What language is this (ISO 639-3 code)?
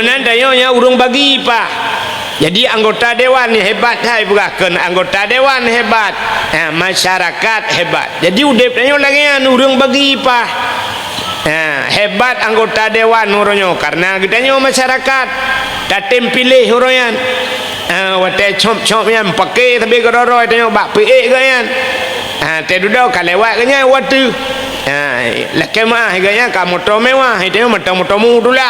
ace